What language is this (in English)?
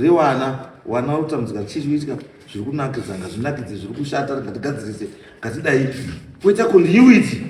Shona